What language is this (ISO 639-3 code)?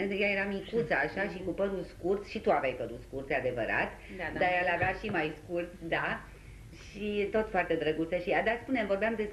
ron